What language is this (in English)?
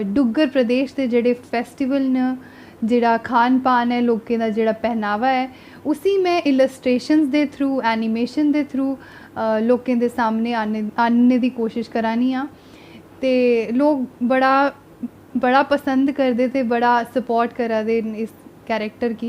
Dogri